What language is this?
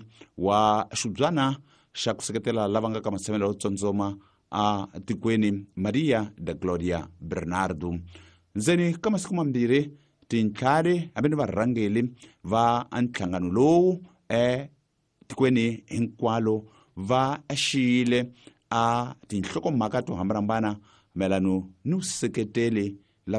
Tsonga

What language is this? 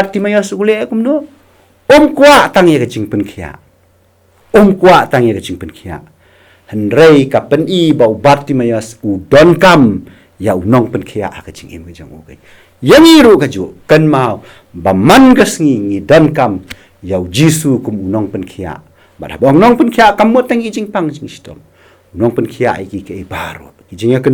Khasi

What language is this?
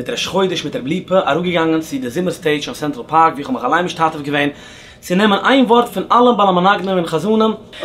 Yiddish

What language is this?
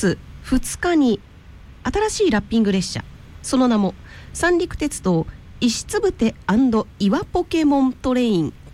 Japanese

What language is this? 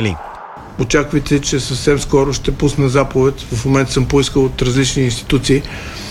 Bulgarian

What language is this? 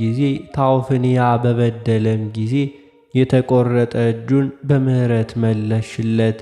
Amharic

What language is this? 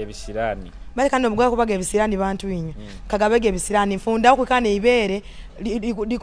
Nyoro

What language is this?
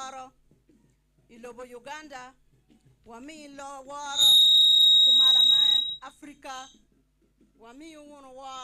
Acoli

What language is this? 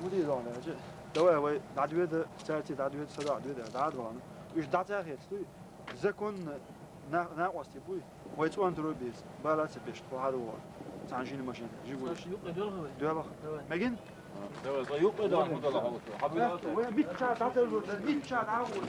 Chechen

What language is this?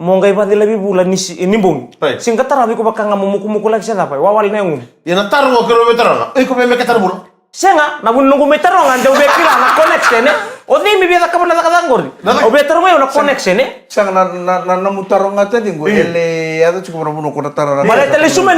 Fijian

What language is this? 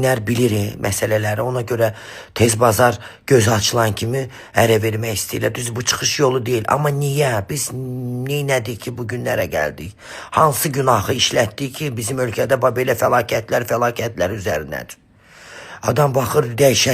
Azerbaijani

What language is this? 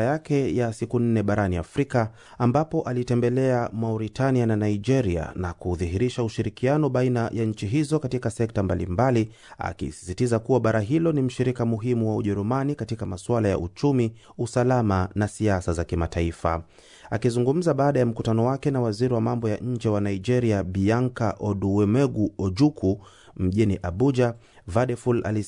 Swahili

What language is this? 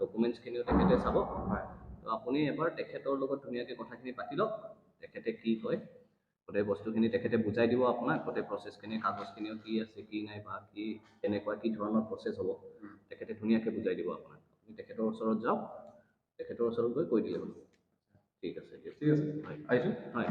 Assamese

